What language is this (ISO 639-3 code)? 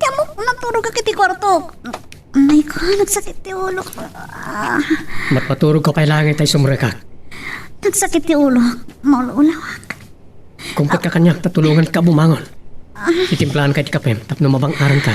ilo